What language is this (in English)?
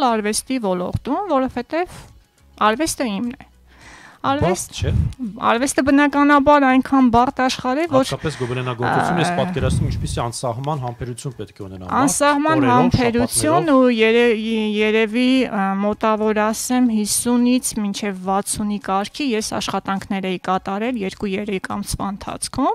Armenian